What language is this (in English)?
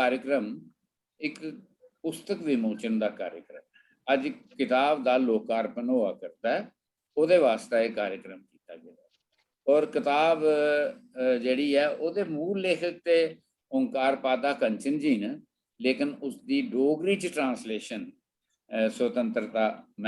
Dogri